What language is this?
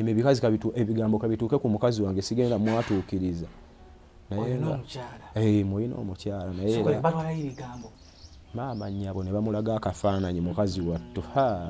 Ganda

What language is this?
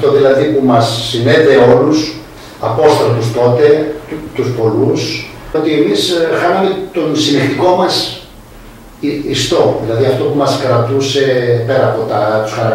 Greek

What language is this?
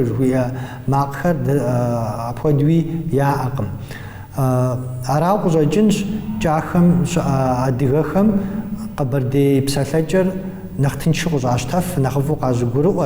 Kabardian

